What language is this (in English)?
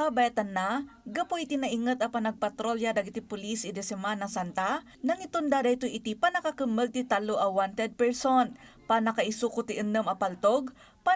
Iloko